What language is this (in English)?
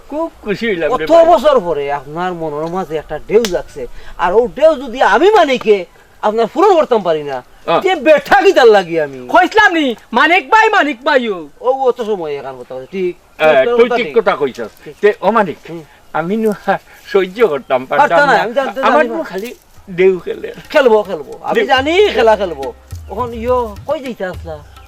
Sylheti